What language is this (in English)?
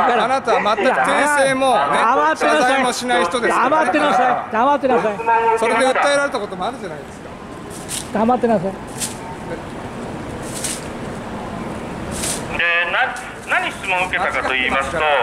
Japanese